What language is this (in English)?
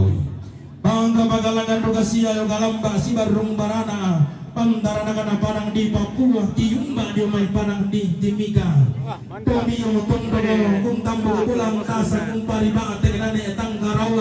Toraja-Sa'dan